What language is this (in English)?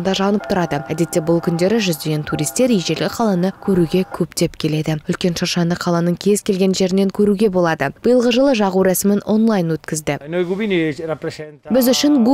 Kazakh